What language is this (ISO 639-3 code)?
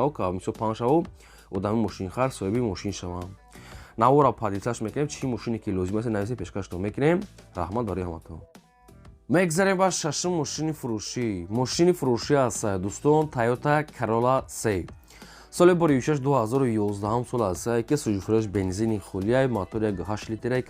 tgk